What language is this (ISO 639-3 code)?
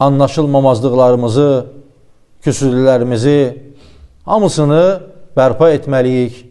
aze